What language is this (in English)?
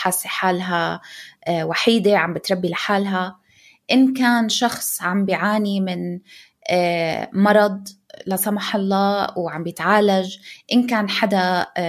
North Levantine Arabic